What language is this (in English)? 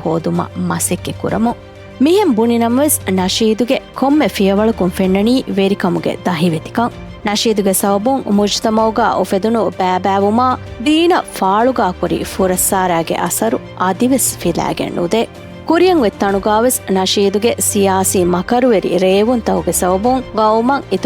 Divehi